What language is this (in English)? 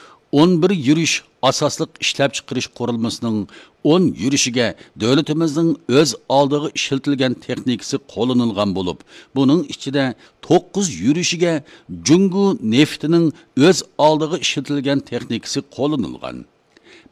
Uyghur